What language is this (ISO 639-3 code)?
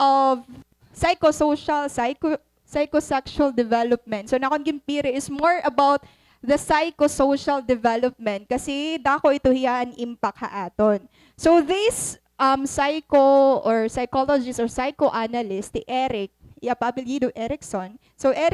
war